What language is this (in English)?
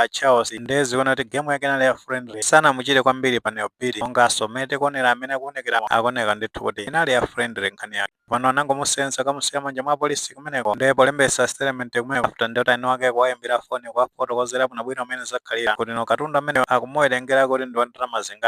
Nyanja